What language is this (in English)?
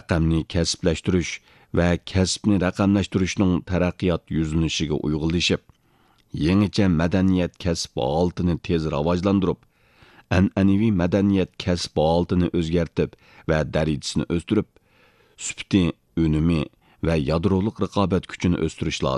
Uyghur